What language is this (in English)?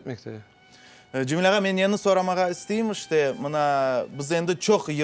Crimean Tatar